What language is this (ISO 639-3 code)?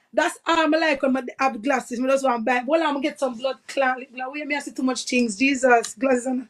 jam